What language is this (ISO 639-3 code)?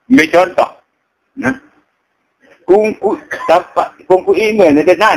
sas